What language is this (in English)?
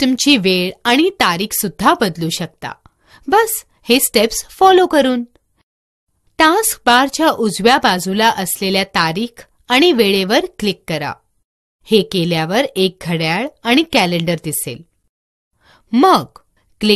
Marathi